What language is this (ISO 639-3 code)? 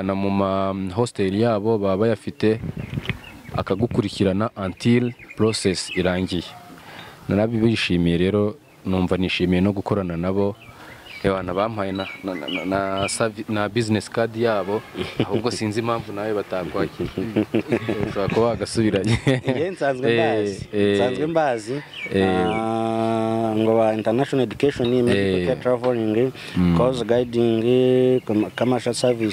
kin